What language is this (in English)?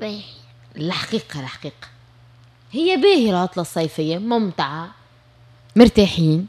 Tunisian Arabic